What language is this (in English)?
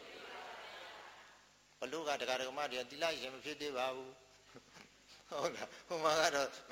Burmese